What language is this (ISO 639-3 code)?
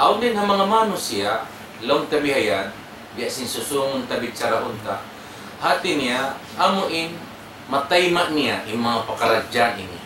tsg